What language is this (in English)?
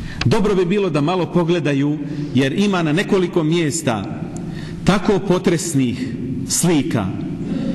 Bosnian